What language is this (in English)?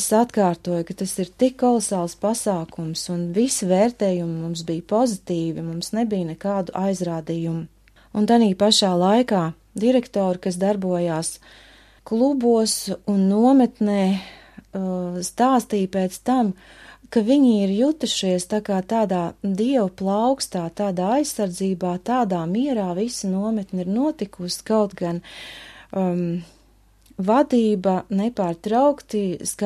Latvian